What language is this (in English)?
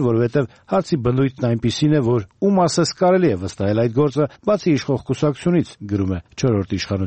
Armenian